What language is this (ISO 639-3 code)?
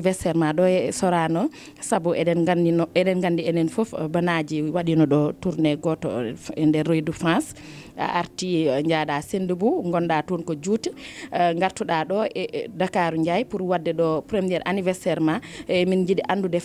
ful